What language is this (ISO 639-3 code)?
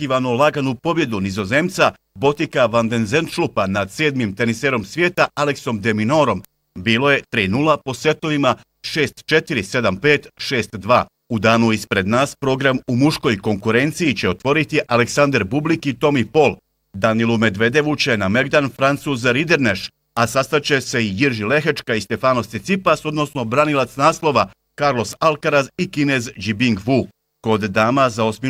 bos